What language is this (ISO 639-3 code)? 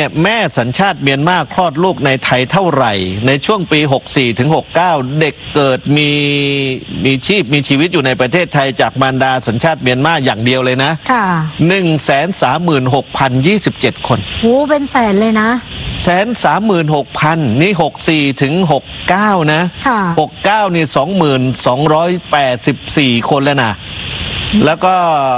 tha